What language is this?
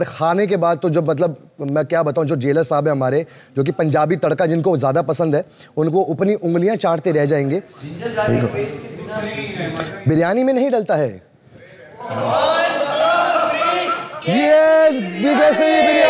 Hindi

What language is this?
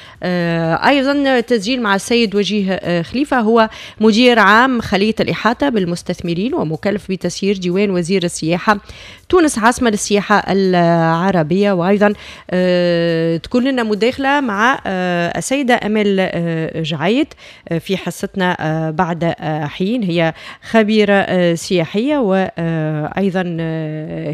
Tunisian Arabic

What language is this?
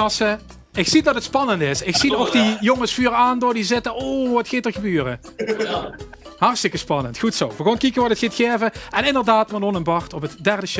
Limburgish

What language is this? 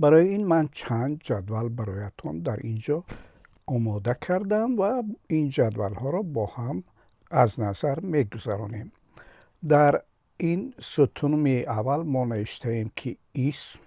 Tajik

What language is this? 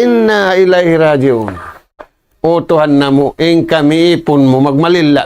Tausug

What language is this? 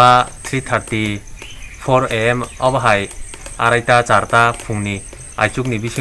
Kok Borok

